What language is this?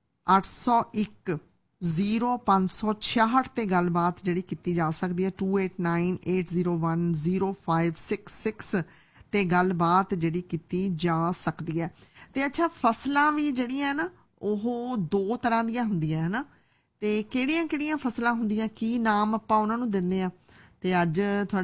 Punjabi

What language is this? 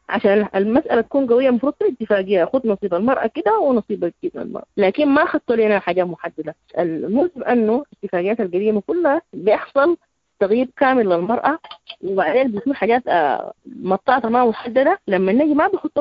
Sudanese Arabic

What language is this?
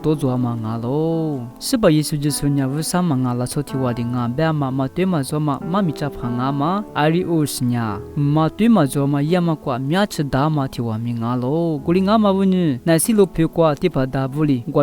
Lisu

